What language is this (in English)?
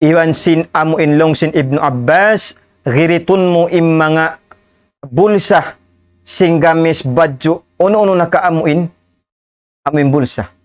Tausug